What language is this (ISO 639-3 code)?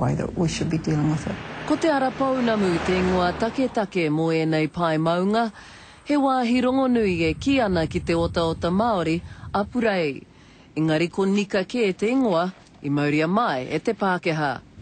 mri